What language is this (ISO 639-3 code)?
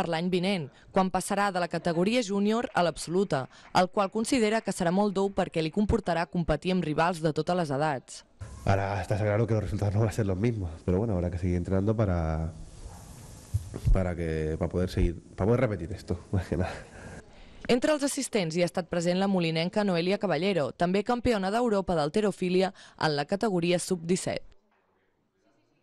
cat